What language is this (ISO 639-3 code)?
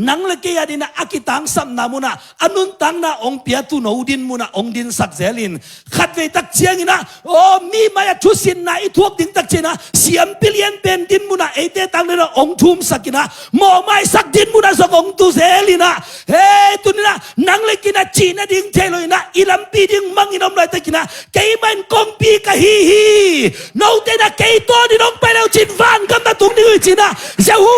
ctd